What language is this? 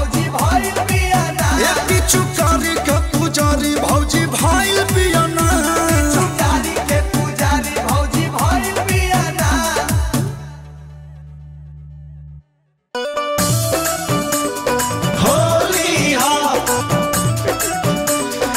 Bhojpuri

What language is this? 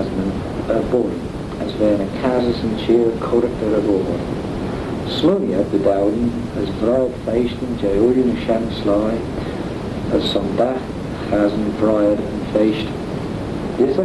Manx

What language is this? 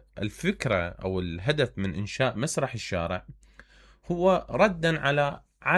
Mesopotamian Arabic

